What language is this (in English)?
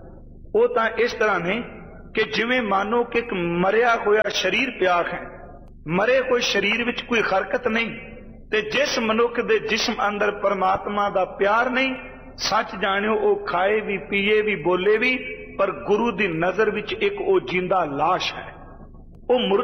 Punjabi